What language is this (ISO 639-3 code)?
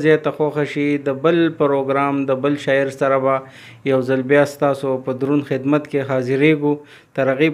pus